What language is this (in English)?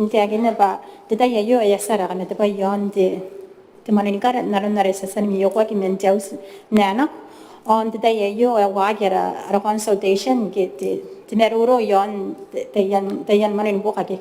Gilbertese